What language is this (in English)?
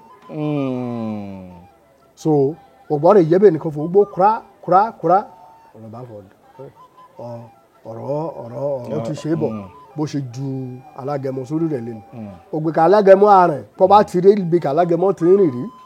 Yoruba